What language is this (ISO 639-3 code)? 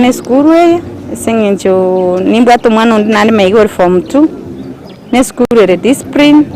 guz